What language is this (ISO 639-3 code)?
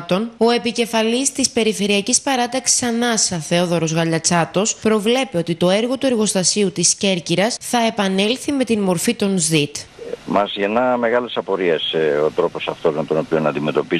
ell